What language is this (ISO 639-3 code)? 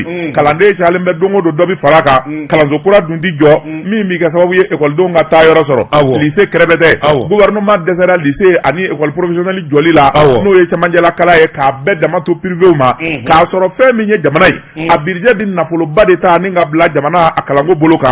bam